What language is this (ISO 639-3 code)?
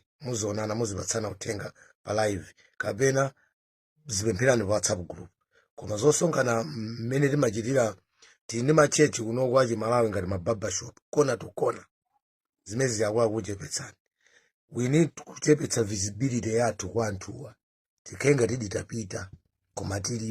nya